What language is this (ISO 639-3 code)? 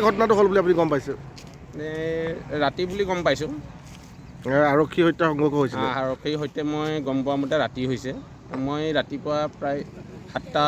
asm